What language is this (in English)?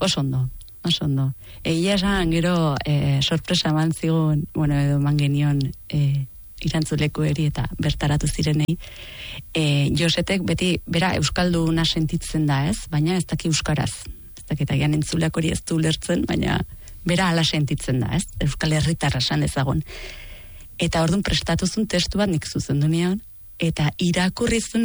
Basque